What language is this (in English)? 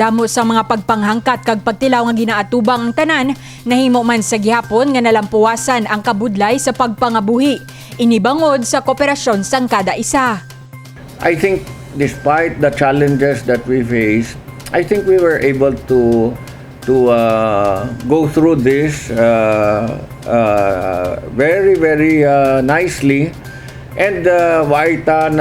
Hiligaynon